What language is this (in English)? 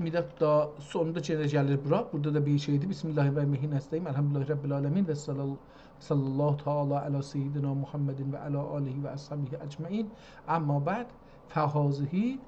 South Azerbaijani